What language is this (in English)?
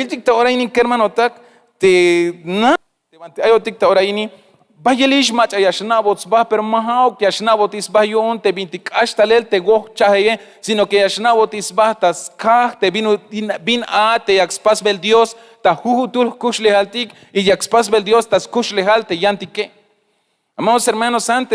Tzeltal